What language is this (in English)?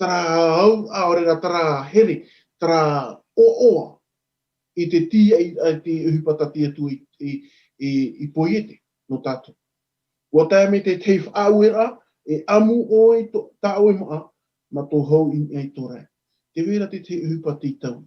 Tahitian